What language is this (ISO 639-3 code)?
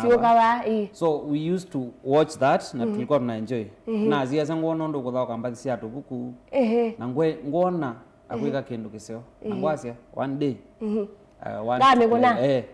kam